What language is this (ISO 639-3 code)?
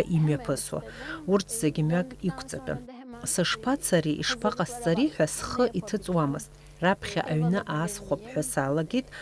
abk